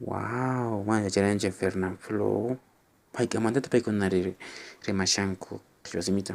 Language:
Quechua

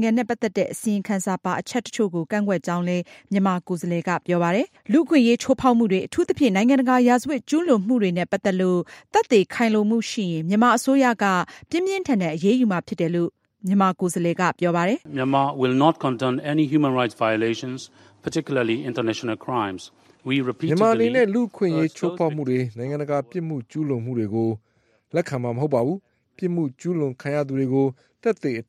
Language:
Burmese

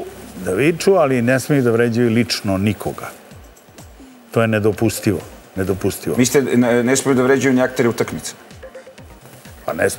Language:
Serbian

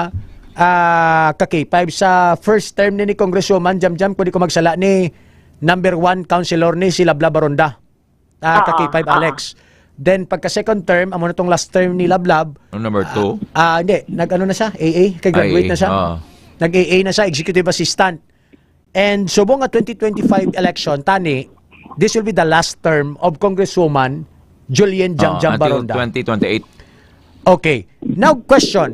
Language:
Hiligaynon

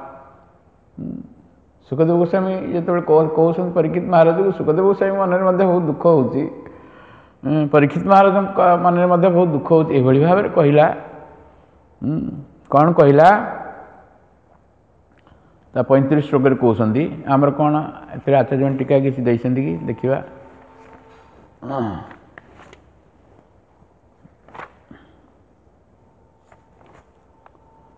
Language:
Odia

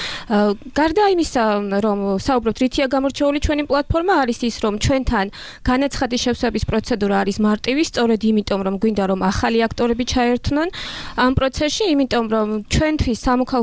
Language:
Georgian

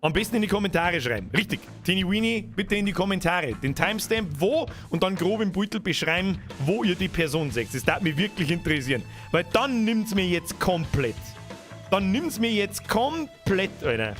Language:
Bavarian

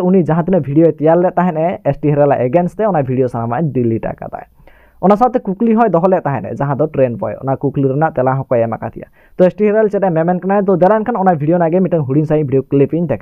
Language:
Santali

